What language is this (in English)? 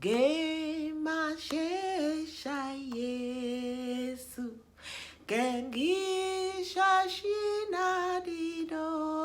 Tiv